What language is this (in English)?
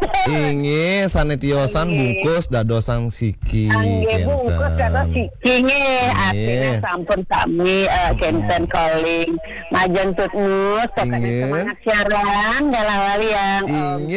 Balinese